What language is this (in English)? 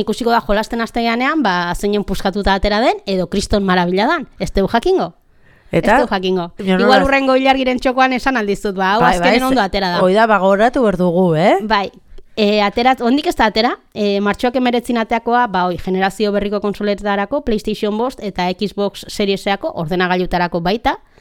Basque